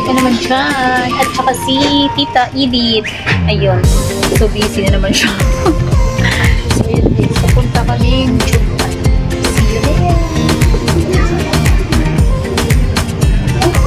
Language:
Filipino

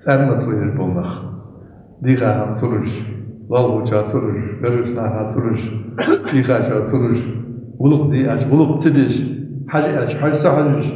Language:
Ingush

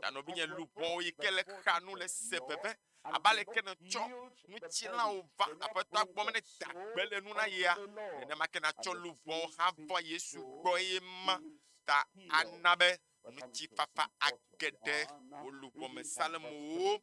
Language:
Ewe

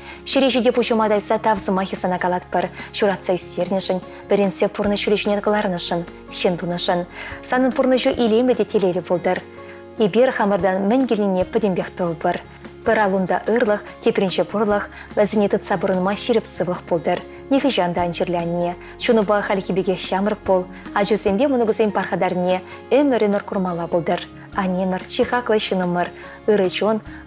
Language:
Chuvash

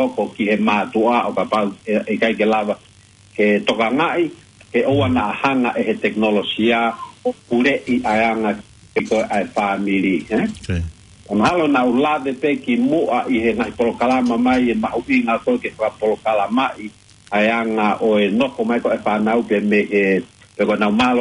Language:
Tongan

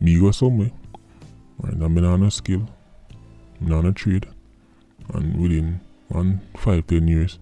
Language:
Jamaican Creole English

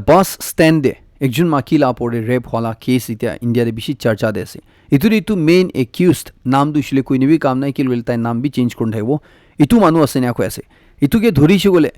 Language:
Naga Pidgin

